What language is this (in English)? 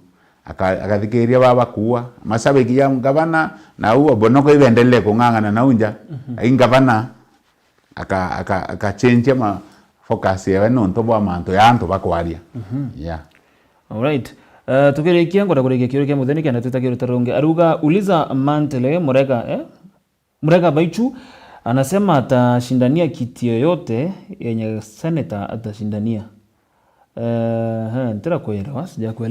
Meru